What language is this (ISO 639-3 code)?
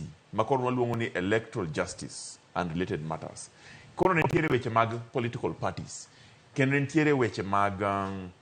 luo